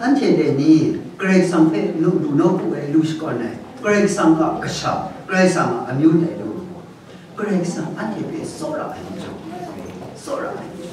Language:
Kachin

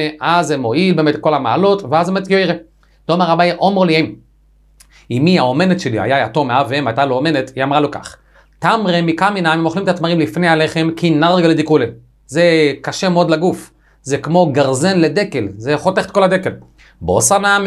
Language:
Hebrew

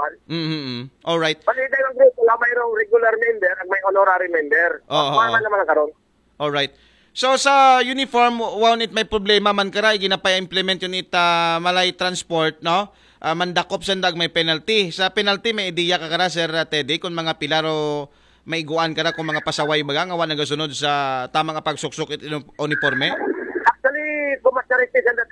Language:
Aklanon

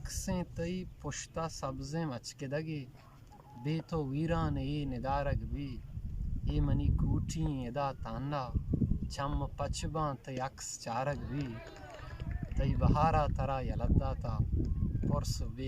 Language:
Eastern Balochi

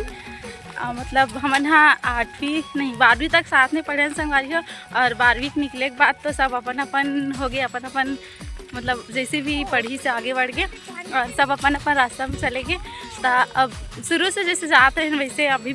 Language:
Chhattisgarhi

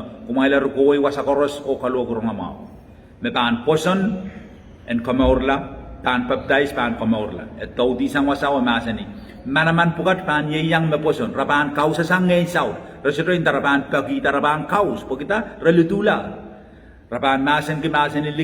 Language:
Pohnpeian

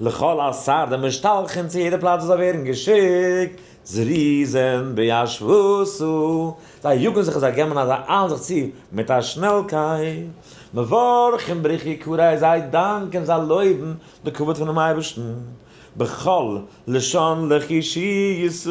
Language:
Yiddish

